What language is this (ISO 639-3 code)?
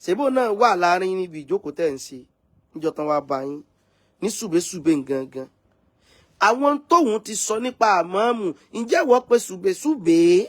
yor